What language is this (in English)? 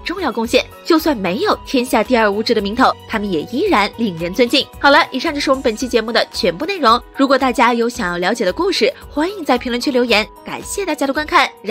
Chinese